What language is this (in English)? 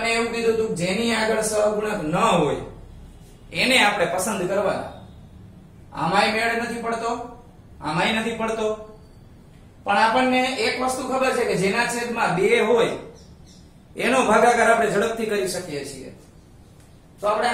Gujarati